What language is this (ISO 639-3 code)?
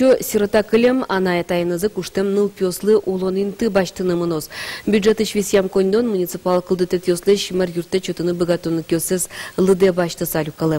udm